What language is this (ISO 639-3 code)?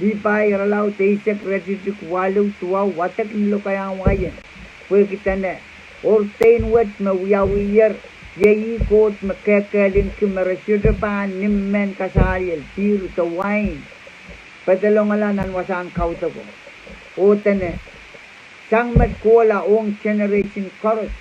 pon